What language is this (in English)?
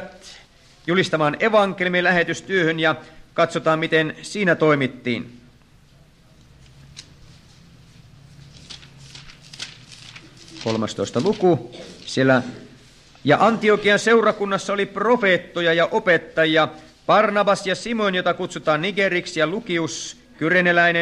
Finnish